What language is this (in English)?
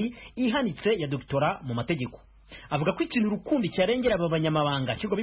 Kinyarwanda